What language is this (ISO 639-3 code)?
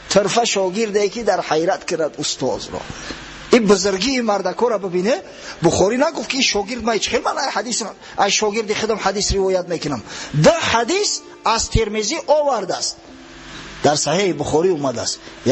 tgk